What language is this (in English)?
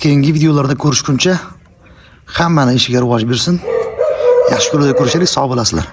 Uzbek